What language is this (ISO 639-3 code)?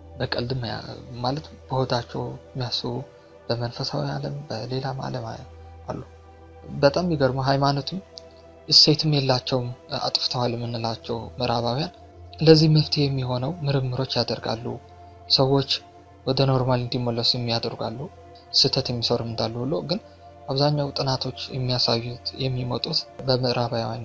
amh